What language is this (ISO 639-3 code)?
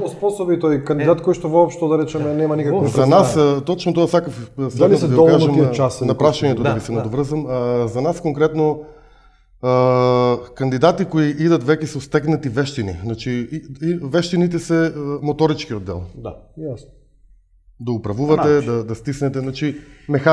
mkd